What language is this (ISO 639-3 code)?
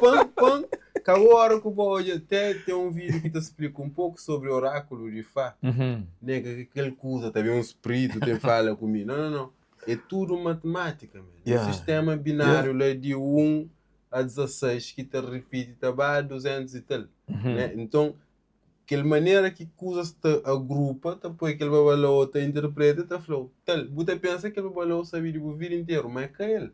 kea